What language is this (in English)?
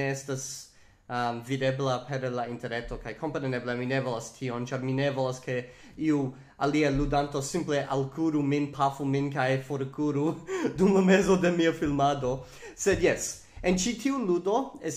Esperanto